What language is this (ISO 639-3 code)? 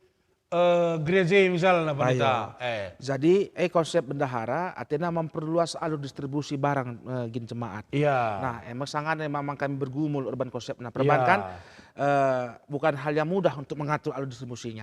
btx